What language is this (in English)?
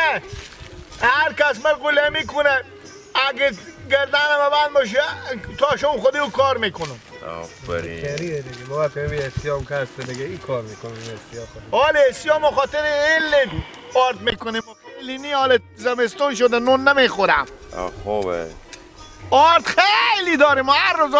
Persian